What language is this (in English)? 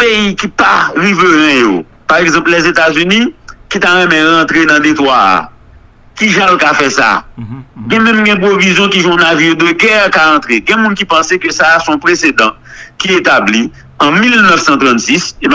Haitian Creole